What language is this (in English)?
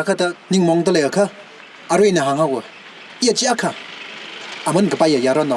Tangkhul Naga (India)